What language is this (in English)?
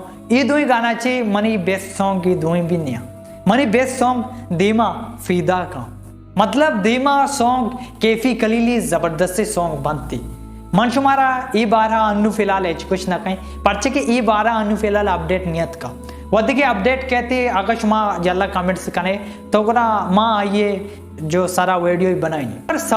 Baluchi